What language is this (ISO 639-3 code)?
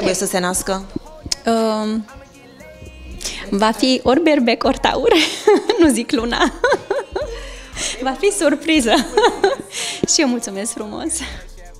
ron